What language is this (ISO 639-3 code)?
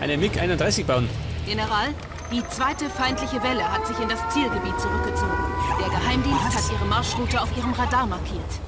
bar